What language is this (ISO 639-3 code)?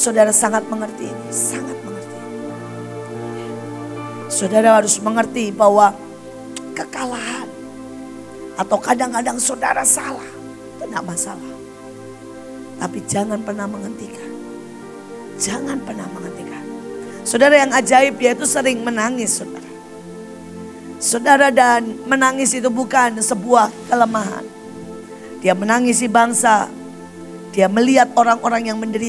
ind